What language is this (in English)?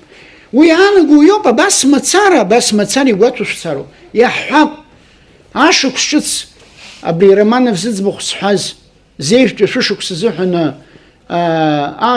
Abkhazian